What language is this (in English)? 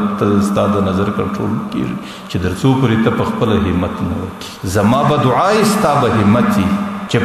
Pashto